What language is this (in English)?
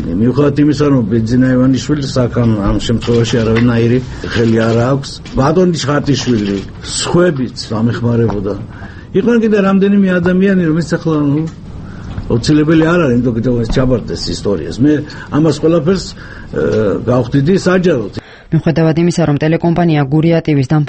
Georgian